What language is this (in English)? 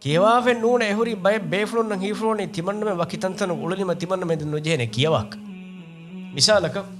Divehi